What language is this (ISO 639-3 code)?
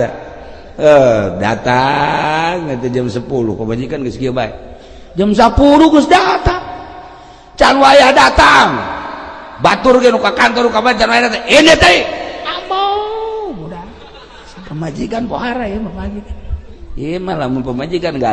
sun